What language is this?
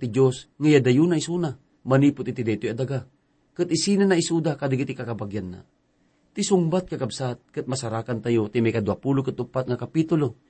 Iloko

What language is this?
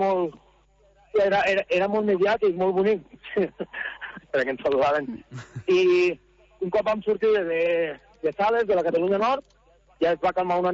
Catalan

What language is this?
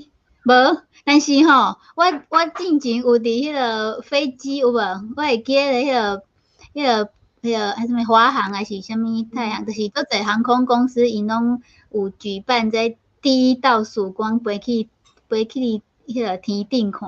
Min Nan Chinese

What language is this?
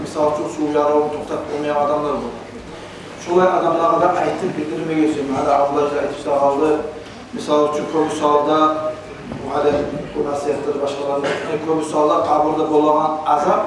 Kumyk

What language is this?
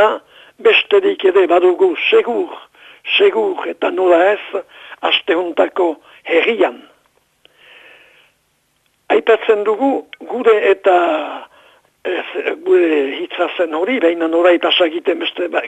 Basque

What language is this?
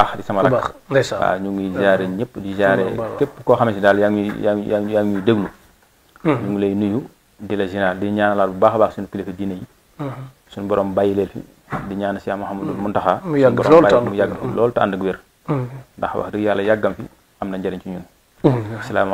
Wolof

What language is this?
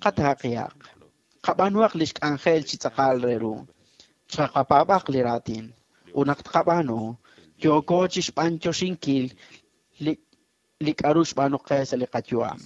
Kekchí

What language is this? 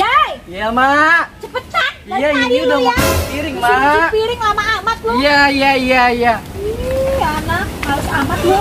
Betawi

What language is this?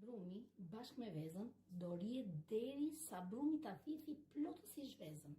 Albanian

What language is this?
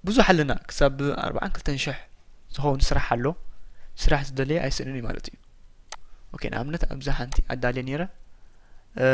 Tigrinya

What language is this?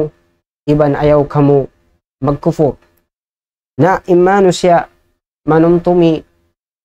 Tausug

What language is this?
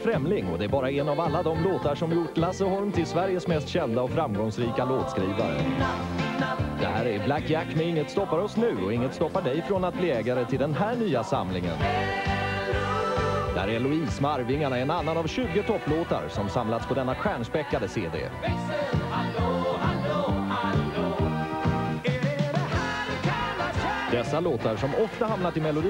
Swedish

